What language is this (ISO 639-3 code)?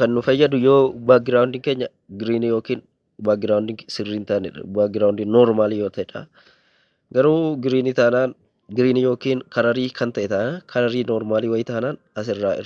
orm